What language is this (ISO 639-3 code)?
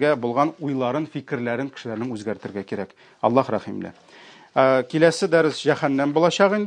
tat